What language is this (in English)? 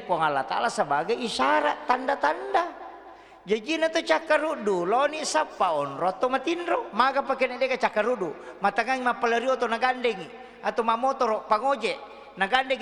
Buginese